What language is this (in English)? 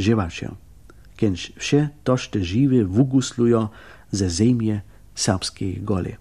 Upper Sorbian